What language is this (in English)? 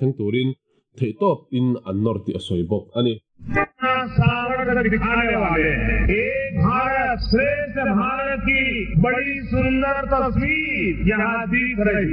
Mizo